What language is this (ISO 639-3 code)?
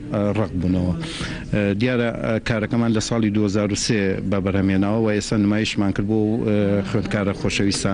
ckb